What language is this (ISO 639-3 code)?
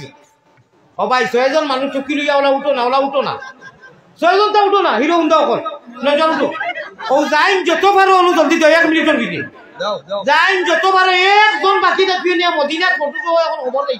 syl